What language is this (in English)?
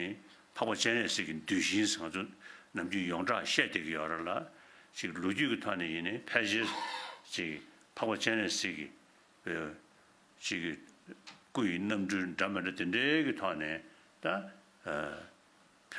Tibetan